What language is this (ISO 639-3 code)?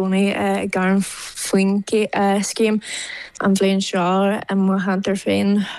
gle